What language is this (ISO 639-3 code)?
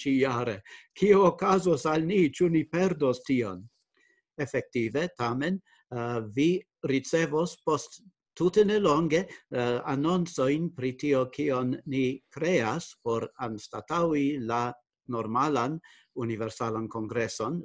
epo